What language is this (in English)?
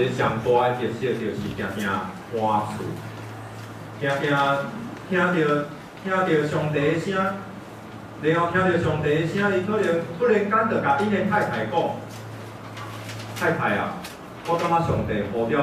Min Nan Chinese